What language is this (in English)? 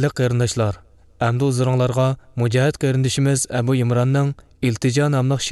Uyghur